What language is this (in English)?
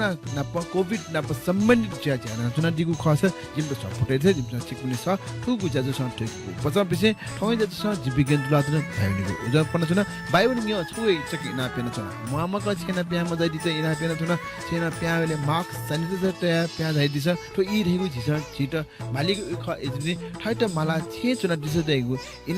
Newari